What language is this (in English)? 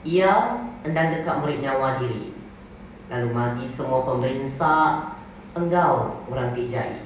Iban